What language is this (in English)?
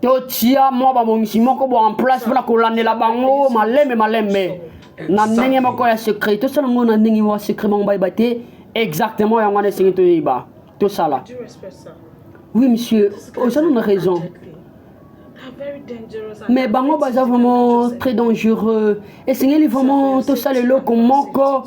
Lingala